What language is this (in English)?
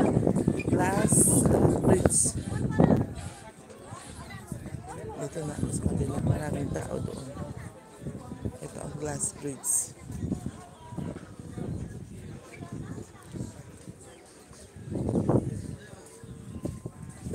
Filipino